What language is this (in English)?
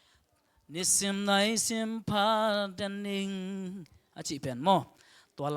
Tedim Chin